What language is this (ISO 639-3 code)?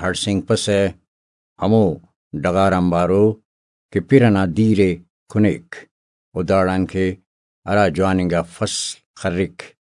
brh